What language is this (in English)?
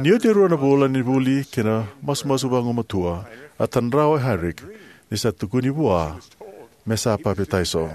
Fijian